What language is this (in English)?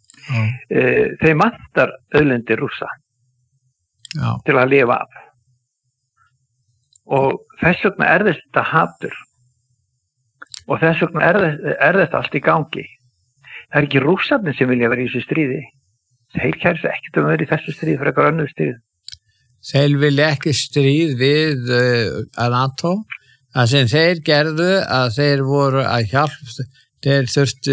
Icelandic